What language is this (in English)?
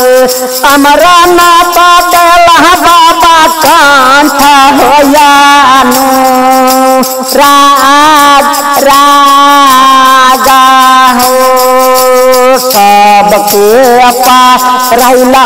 Bhojpuri